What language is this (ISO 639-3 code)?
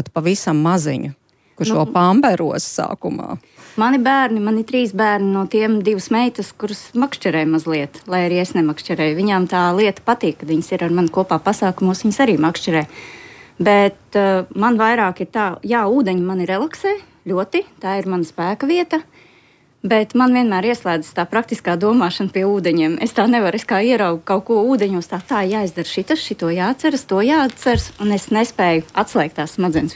lav